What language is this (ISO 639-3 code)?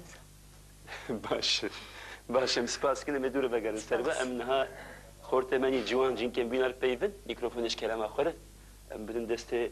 kur